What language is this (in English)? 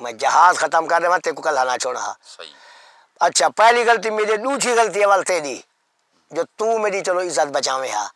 Saraiki